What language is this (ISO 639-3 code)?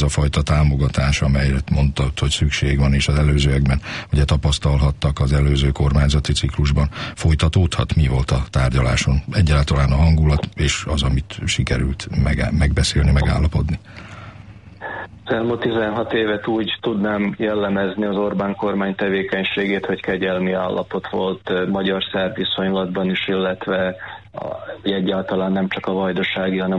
hun